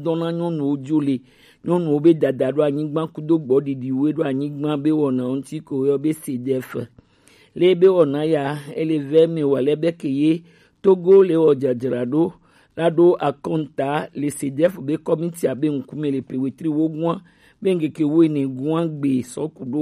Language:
Gen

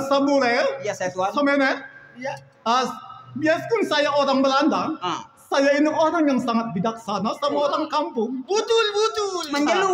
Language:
Betawi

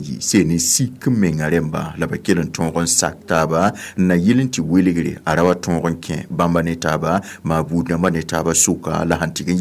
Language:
Mossi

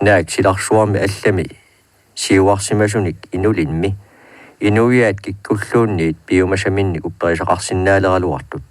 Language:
Kalaallisut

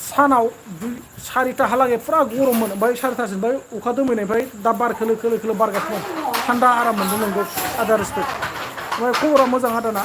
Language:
Bodo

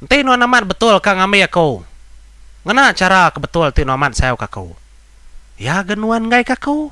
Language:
Iban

